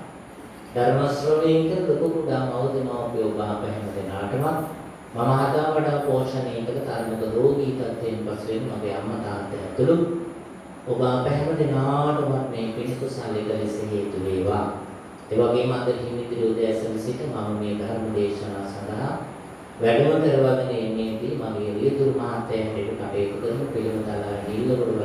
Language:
Sinhala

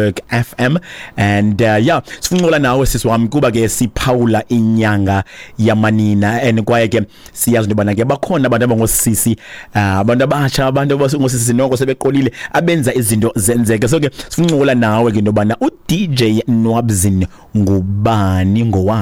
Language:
Xhosa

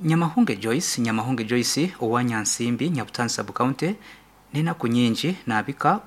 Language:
Nyankole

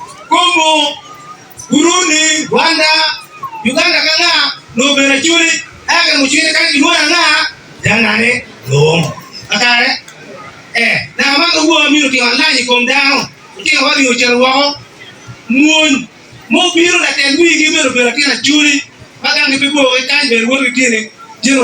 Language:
Acoli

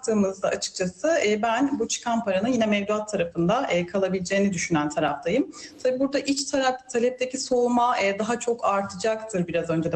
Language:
Turkish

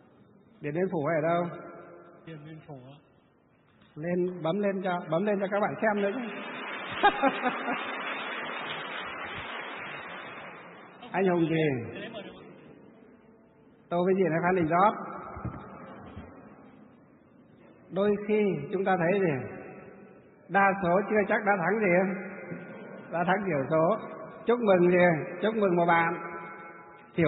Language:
Vietnamese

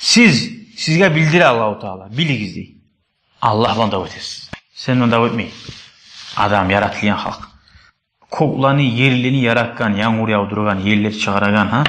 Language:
Kumyk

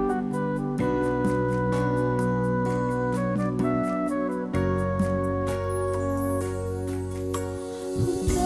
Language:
Batak Simalungun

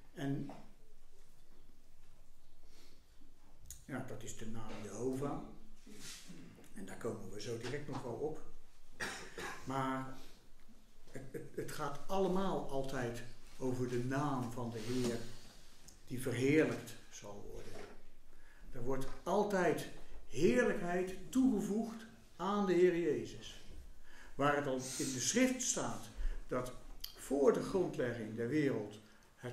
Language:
Dutch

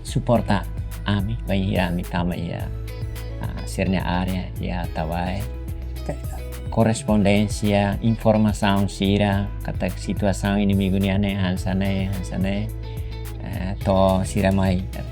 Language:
Tetum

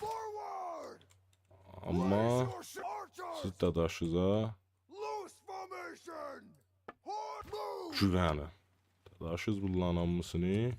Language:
South Azerbaijani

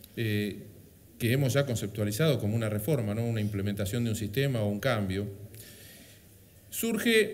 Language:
Spanish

